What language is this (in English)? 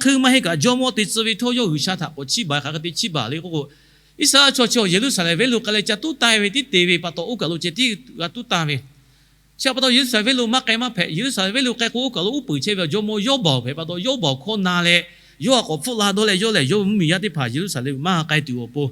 Lahu